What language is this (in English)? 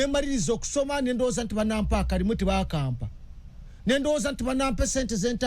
Ganda